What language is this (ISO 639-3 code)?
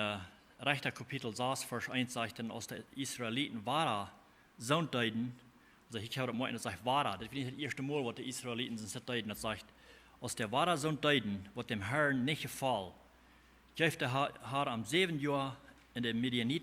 pdt